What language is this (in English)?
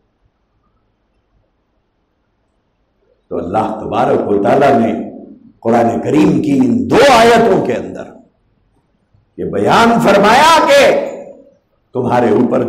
Urdu